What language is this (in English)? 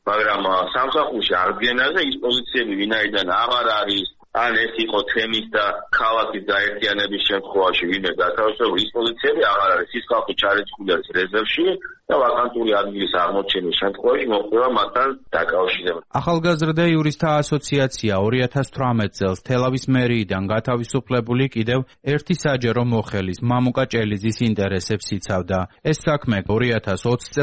Georgian